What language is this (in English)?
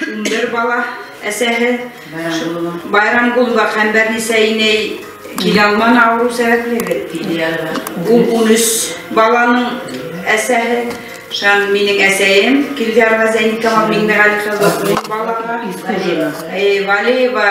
Bashkir